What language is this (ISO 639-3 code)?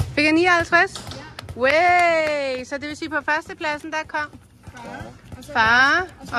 dan